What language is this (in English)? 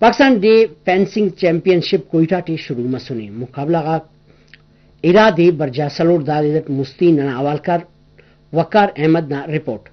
Brahui